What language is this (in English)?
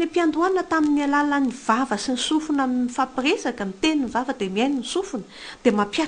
Malagasy